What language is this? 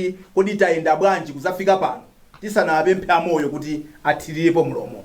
Nyanja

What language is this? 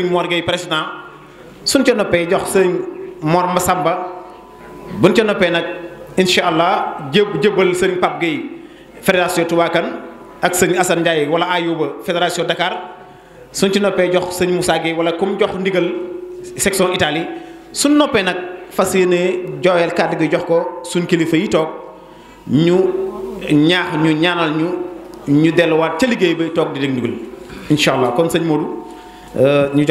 Wolof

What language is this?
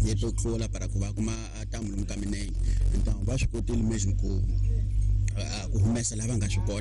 Tsonga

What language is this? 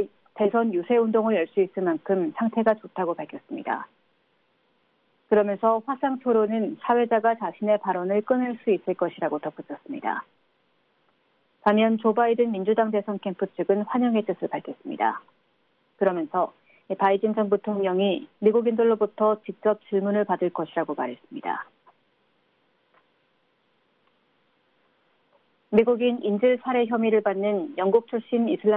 Korean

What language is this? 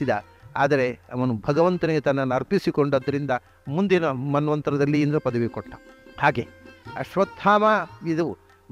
Kannada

